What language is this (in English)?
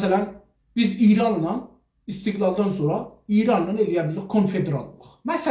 South Azerbaijani